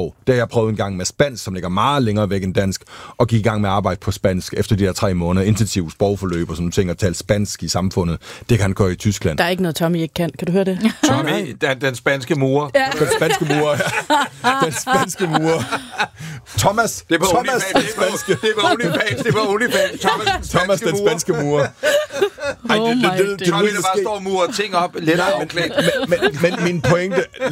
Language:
Danish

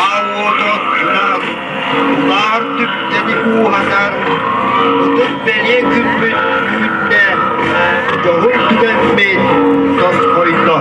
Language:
Yakut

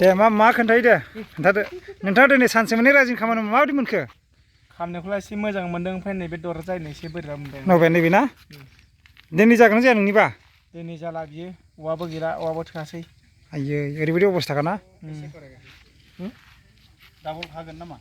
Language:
Bodo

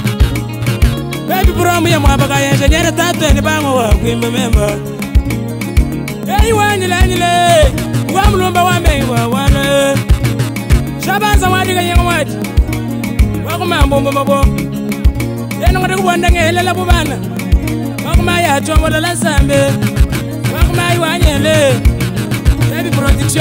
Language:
Luba-Lulua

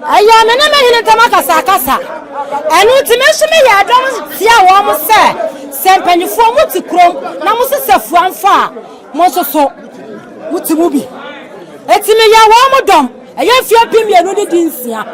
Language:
Akan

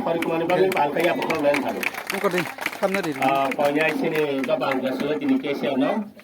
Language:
Kok Borok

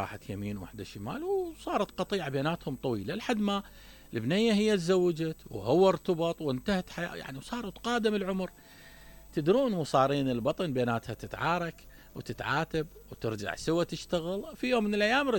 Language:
Mesopotamian Arabic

